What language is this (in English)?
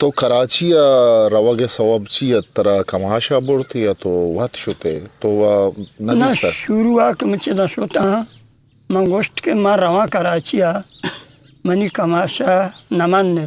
Eastern Balochi